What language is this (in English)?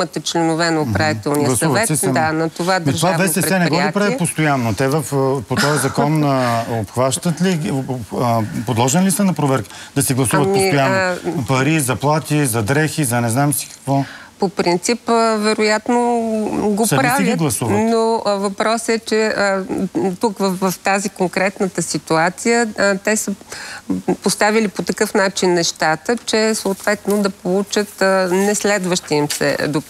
Bulgarian